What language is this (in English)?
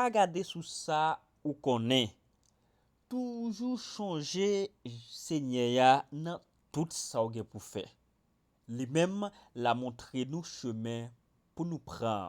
Haitian Creole